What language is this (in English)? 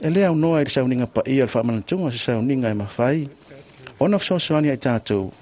Samoan